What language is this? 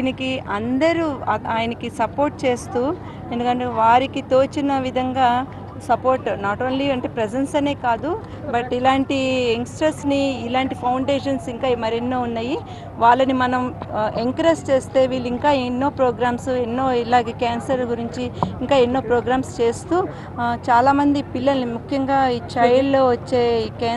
Telugu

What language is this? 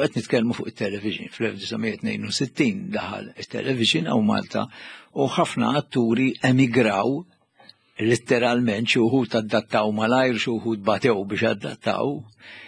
Maltese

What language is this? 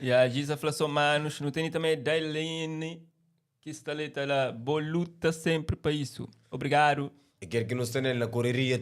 Kabuverdianu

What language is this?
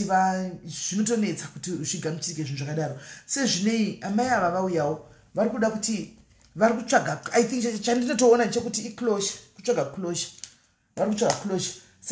Shona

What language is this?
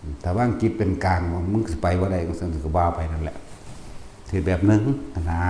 Northeastern Thai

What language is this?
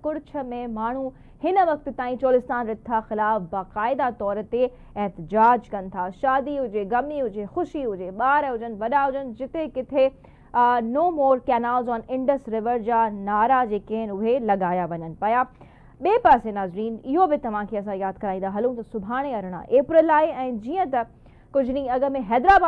Sindhi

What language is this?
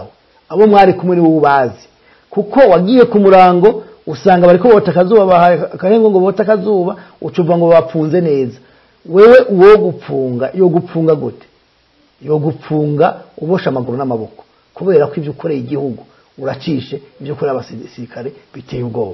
Rundi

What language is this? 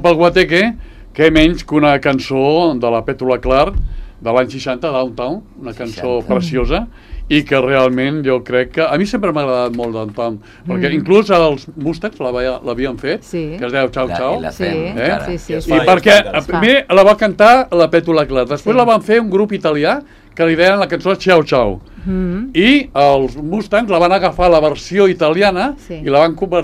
Catalan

